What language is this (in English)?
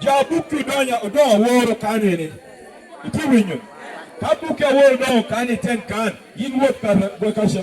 Lango (Uganda)